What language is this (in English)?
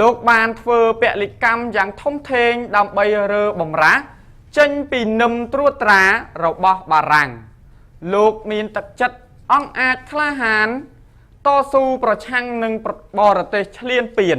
Khmer